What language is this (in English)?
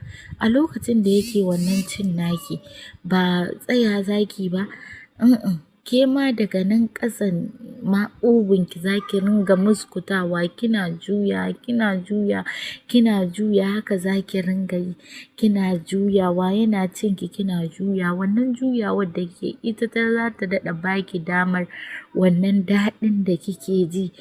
Hausa